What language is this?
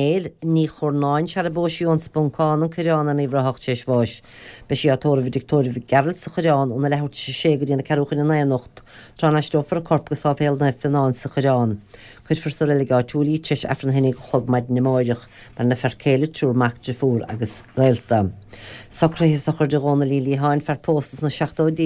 Irish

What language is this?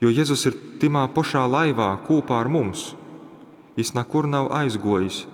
Latgalian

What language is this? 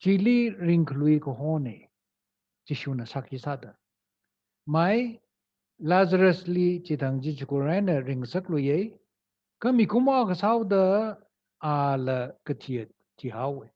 Tangkhul Naga (India)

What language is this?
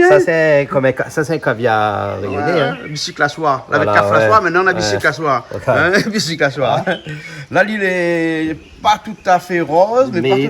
Réunion Creole French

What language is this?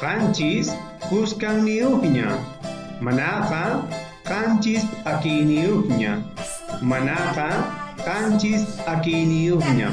South Bolivian Quechua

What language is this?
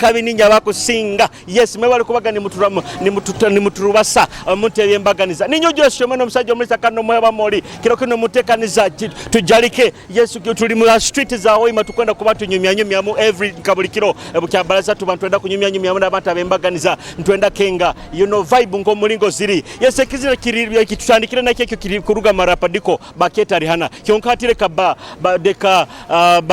Nyoro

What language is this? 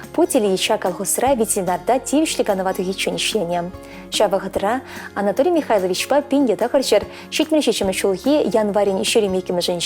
Chuvash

